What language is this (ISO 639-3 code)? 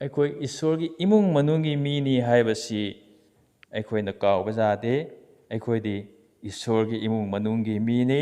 mni